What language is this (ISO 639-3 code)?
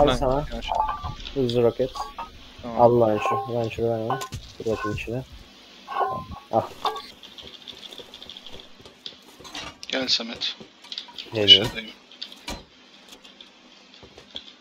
tur